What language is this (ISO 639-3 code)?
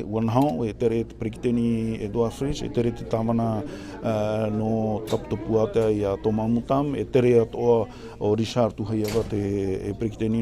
tah